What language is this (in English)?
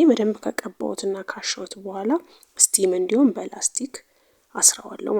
Amharic